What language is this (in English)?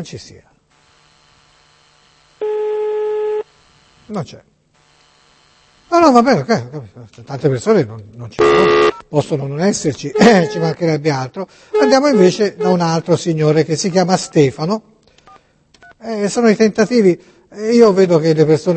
Italian